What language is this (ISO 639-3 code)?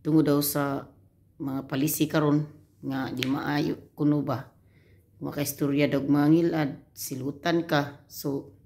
ceb